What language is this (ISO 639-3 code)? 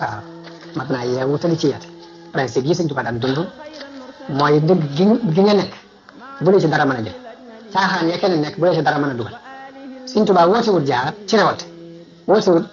wol